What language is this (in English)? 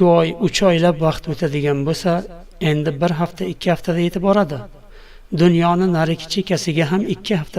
Uzbek